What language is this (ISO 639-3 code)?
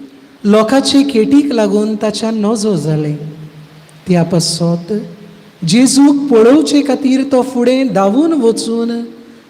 kok